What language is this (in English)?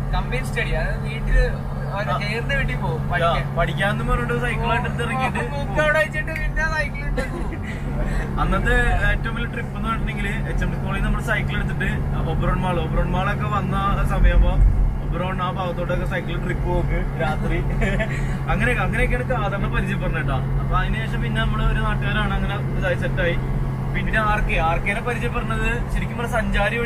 Malayalam